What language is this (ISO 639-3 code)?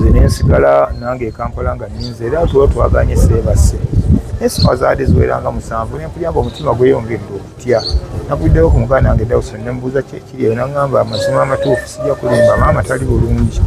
lug